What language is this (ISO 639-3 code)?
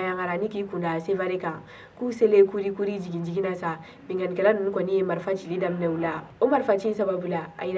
bam